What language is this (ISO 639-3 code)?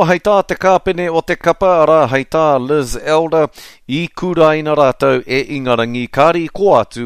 mri